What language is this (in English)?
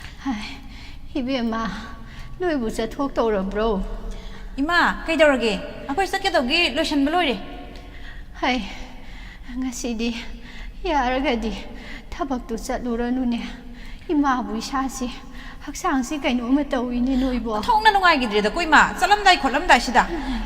Manipuri